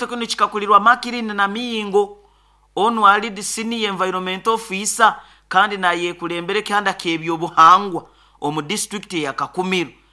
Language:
Nyoro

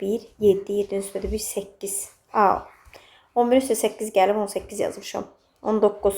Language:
Azerbaijani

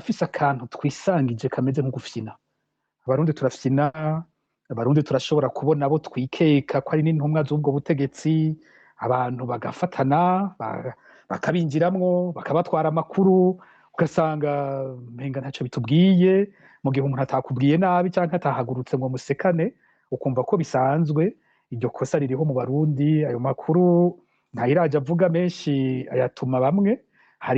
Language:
Rundi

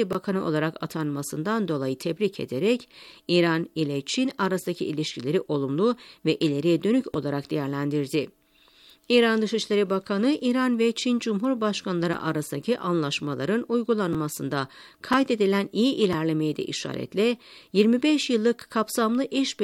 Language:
Turkish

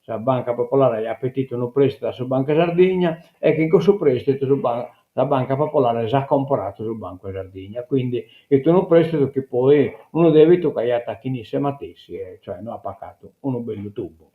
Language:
Sardinian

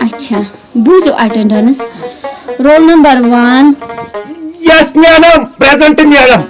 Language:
Kashmiri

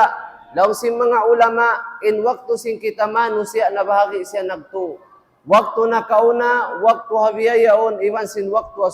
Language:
Tausug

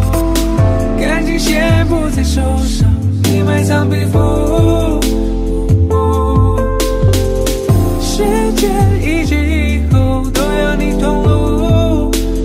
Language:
Chinese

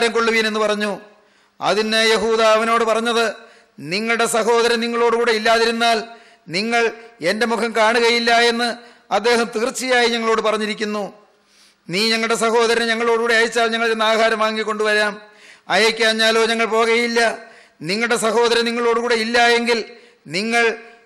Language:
Malayalam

